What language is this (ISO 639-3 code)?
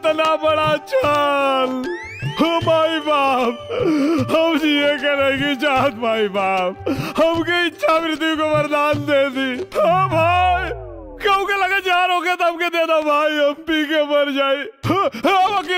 bho